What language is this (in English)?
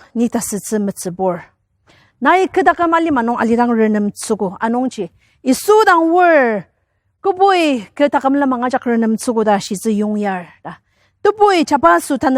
Ao Naga